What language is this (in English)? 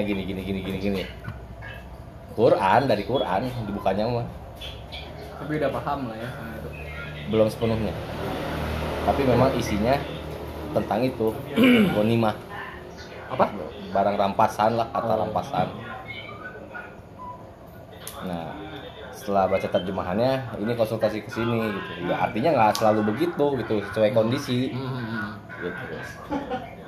Indonesian